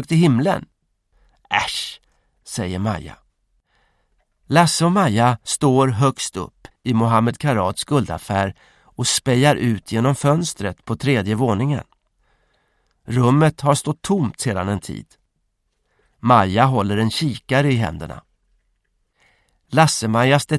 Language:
Swedish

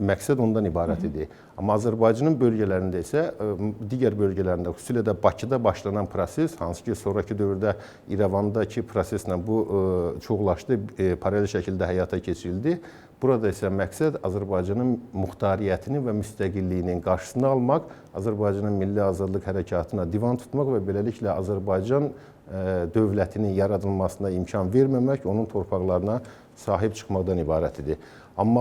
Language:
Azerbaijani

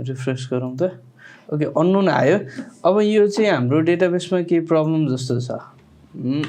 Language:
Nepali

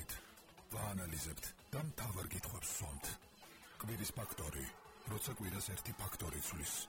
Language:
Georgian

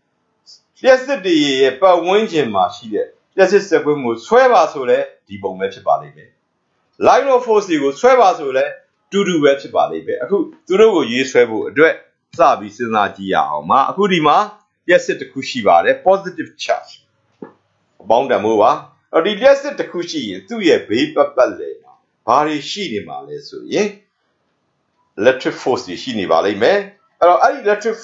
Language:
Burmese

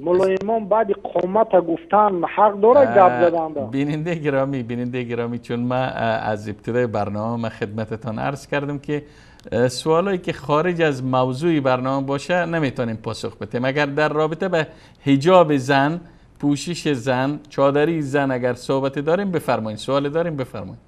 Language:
Persian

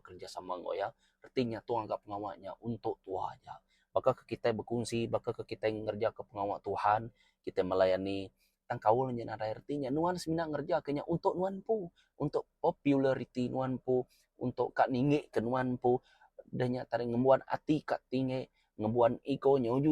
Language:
Iban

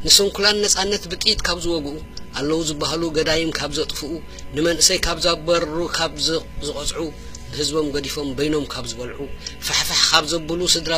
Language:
Tigrinya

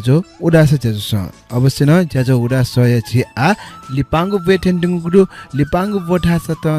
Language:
Newari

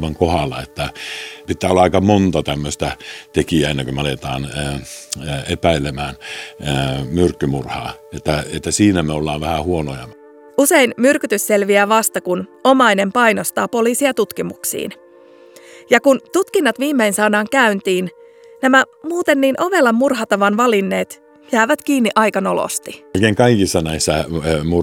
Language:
Finnish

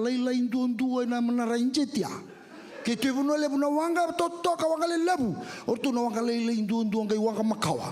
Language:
Fijian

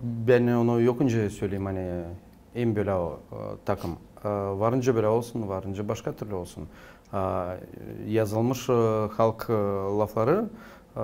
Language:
Gagauz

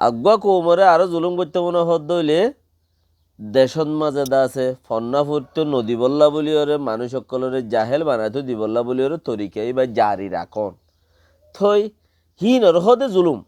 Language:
Rohingya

